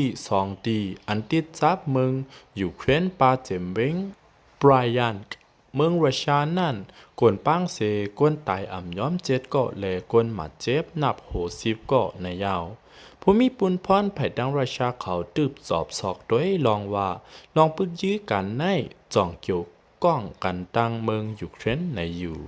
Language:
Lao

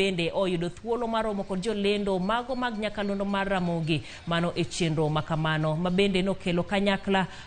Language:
Luo (Kenya and Tanzania)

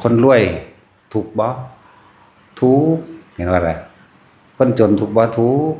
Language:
Lao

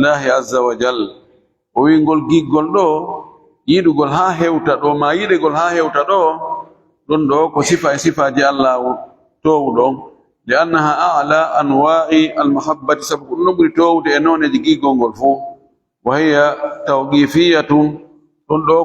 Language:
Fula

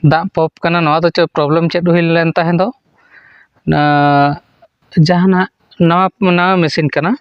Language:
Santali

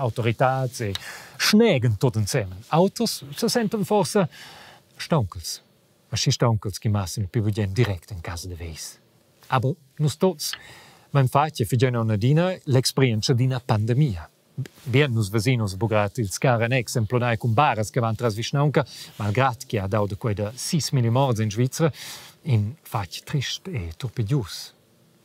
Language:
Romansh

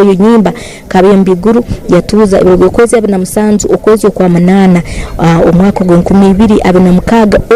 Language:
Tooro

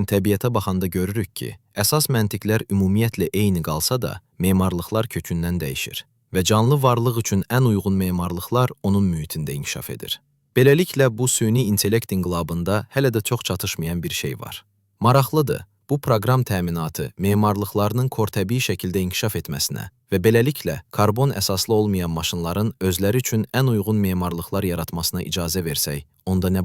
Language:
Azerbaijani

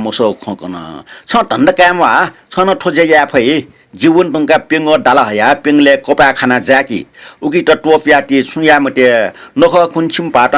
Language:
Newari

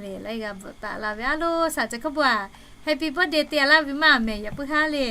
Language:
Lahu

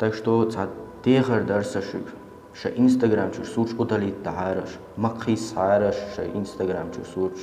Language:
Chechen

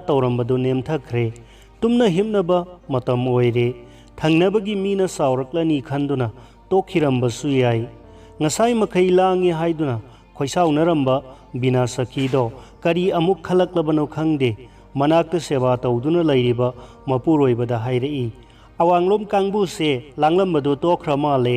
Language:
Manipuri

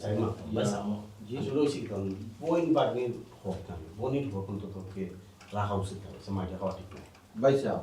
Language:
Sylheti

